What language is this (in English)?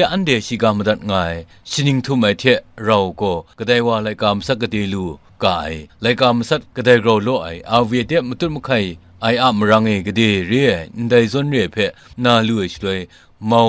Kachin